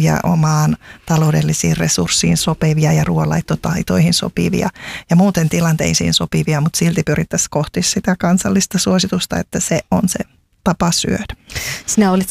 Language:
Finnish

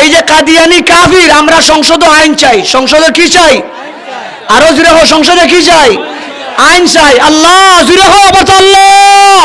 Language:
Sylheti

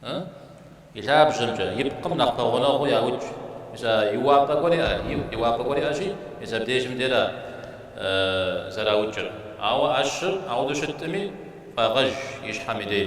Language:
Kabardian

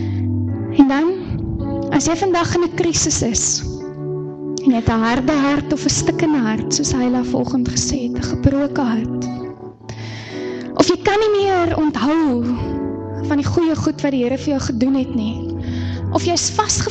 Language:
Afrikaans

